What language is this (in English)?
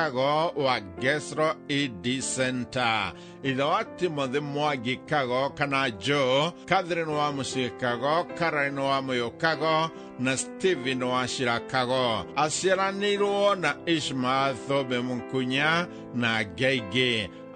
Kikuyu